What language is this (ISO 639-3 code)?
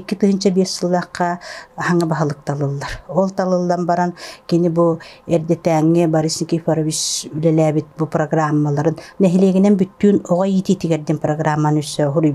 sah